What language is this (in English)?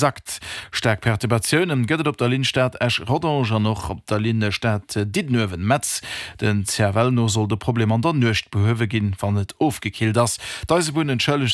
Luxembourgish